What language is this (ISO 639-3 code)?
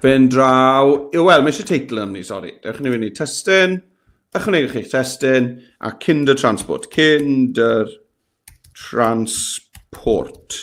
cym